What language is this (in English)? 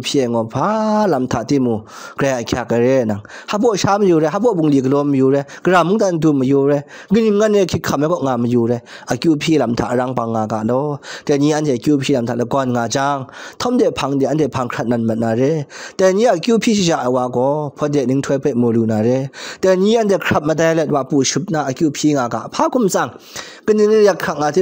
Kachin